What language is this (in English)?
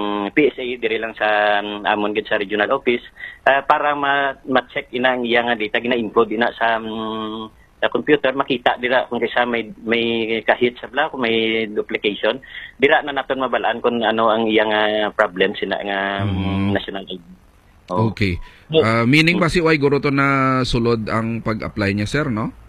Hiligaynon